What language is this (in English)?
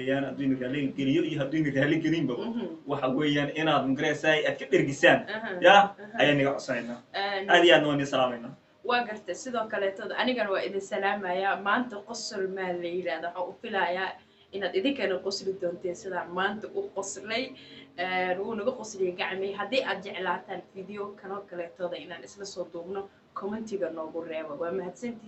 Somali